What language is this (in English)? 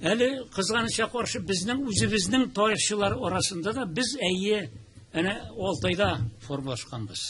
Tatar